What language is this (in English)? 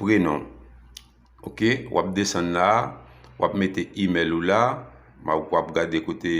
Haitian Creole